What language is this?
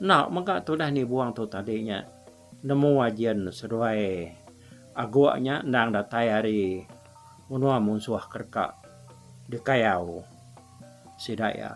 Iban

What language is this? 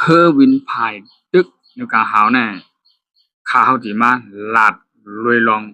Shan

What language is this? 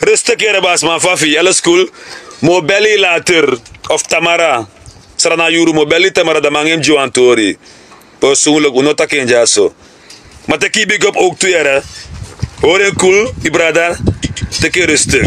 Sranan Tongo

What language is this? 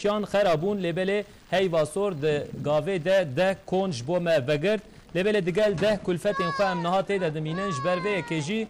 Kurdish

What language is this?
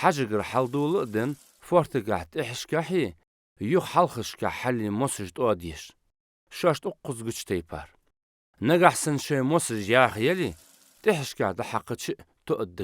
Ingush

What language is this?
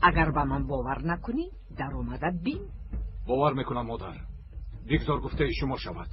Tajik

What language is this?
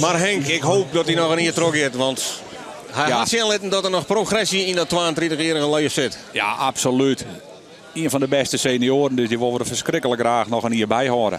Western Frisian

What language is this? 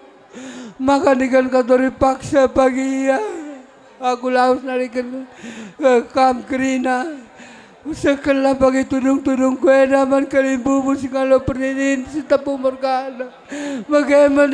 Batak Karo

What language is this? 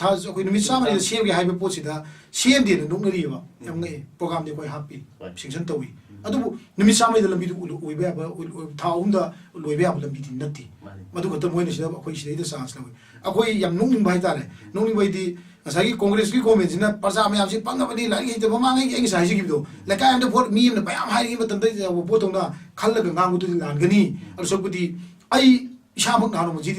Manipuri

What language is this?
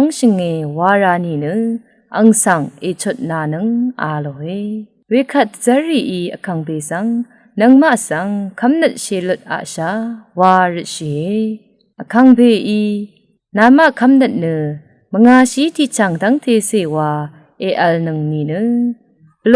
Rawang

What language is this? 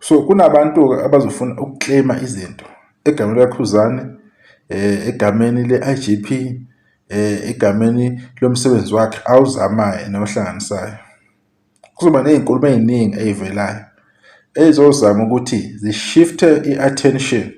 Zulu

